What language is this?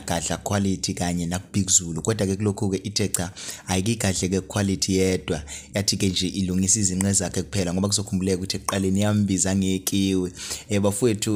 Zulu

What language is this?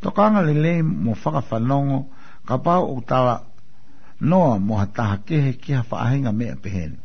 Tongan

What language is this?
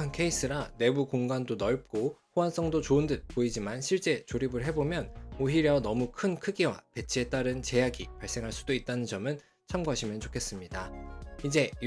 Korean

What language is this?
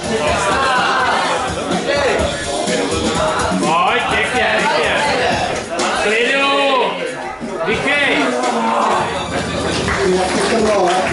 Czech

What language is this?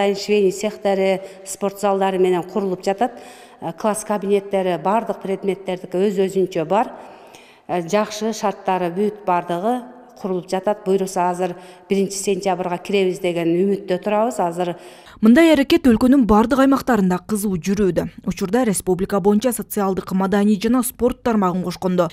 Kyrgyz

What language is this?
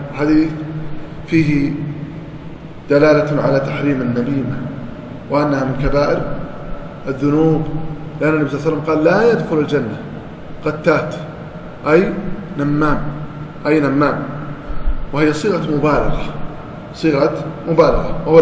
Arabic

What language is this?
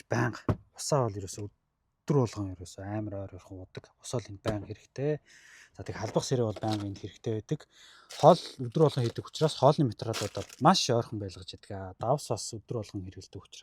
Mongolian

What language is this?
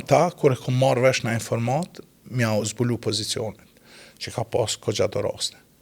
Albanian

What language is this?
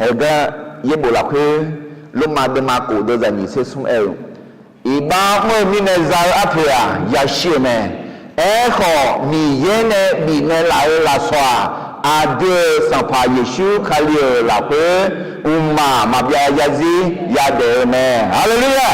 Akha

